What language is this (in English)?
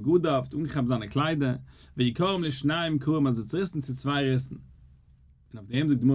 Yiddish